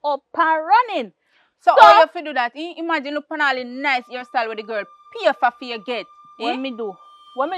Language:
Jamaican Creole English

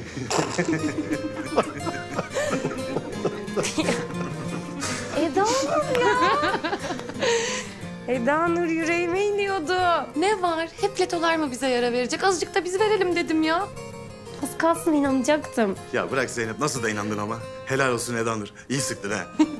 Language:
Turkish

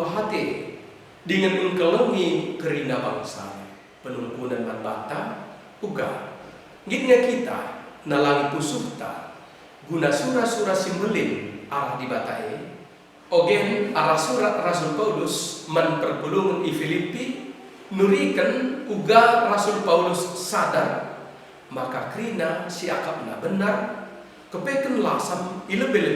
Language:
Batak Karo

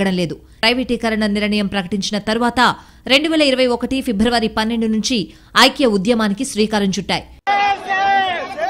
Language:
Telugu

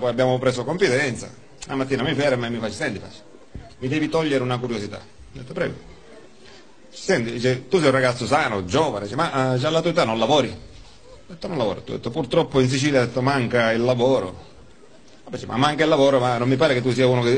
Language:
Italian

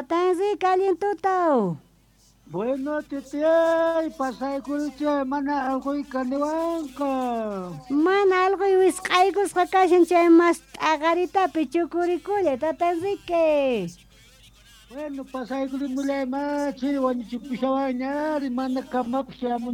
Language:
South Bolivian Quechua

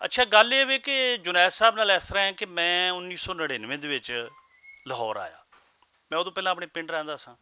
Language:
Western Panjabi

